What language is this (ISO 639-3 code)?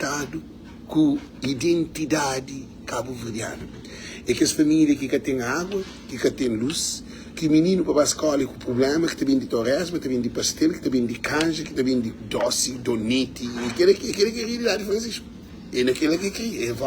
kea